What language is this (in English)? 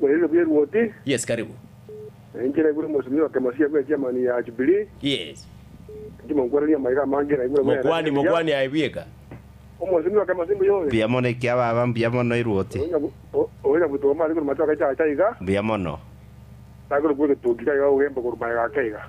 Gusii